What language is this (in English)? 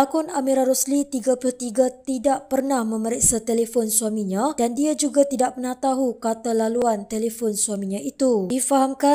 Malay